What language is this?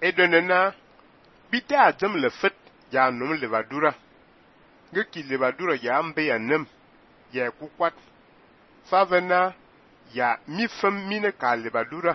Fang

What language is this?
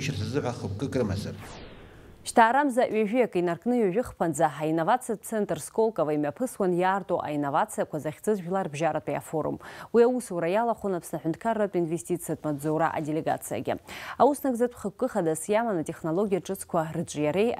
Abkhazian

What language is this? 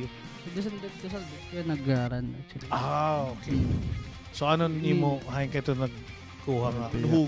Waray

